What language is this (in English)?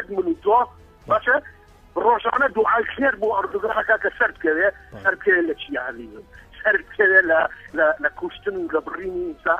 Central Kurdish